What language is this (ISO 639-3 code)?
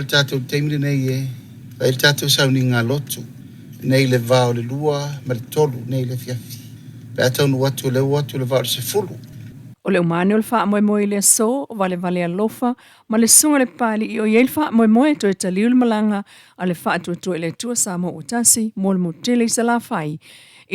smo